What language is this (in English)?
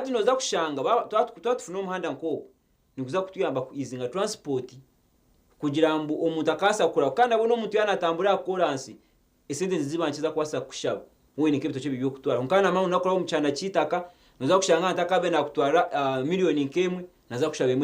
Nyankole